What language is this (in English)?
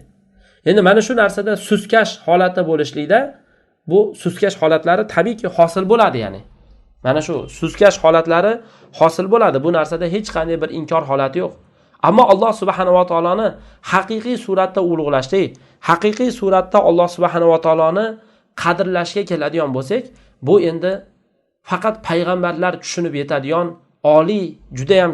Uzbek